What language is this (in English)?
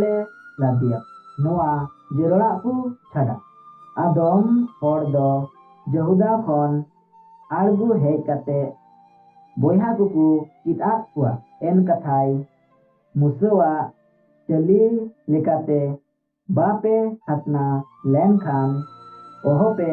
Santali